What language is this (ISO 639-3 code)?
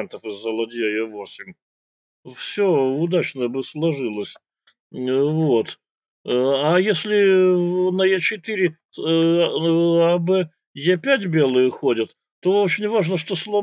rus